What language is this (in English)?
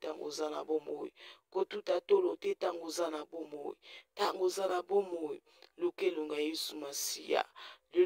Lingala